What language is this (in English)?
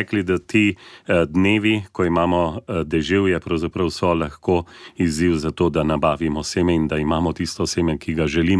Slovenian